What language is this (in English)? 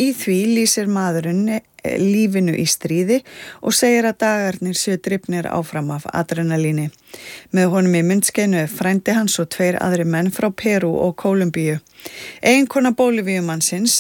Icelandic